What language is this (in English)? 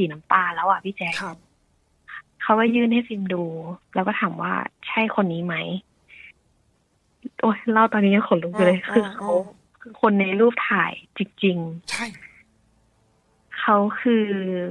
Thai